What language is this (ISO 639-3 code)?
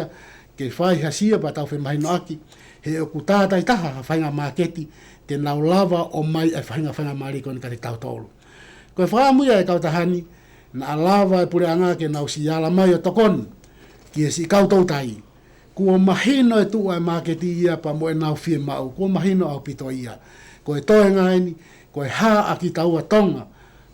ton